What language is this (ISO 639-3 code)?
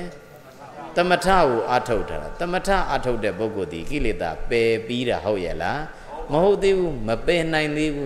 mya